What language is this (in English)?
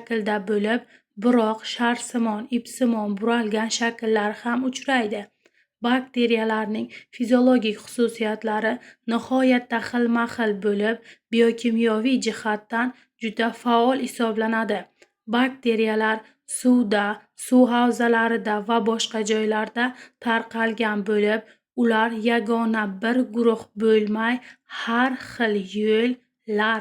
Uzbek